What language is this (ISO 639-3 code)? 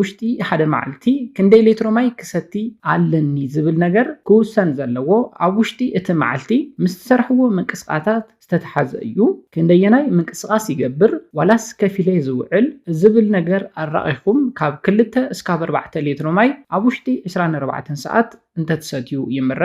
tir